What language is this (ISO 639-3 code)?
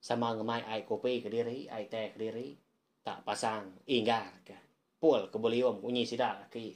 iba